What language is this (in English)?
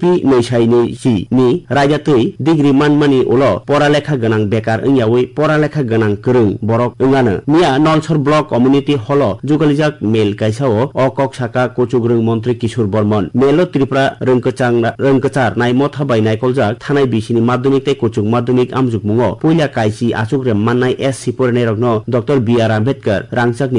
Kok Borok